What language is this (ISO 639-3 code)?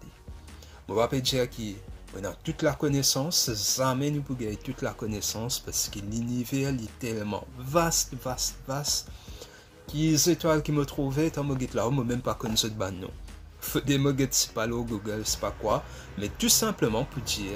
mfe